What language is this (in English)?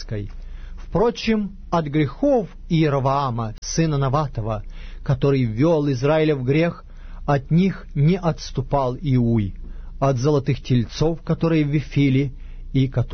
Russian